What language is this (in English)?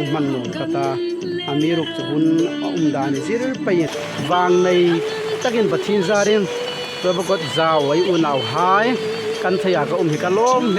Hmar